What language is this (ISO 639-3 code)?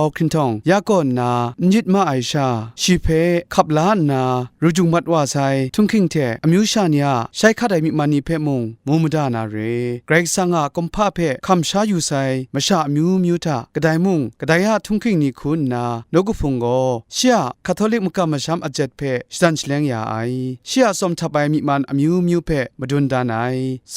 kac